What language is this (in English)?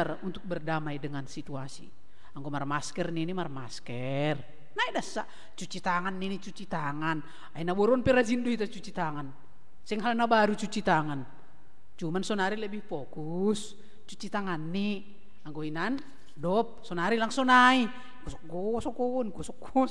Batak Simalungun